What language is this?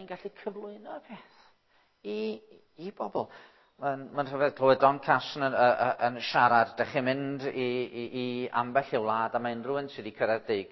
Welsh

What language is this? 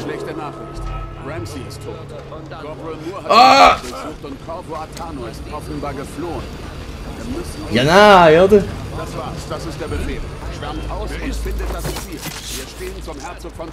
Swiss German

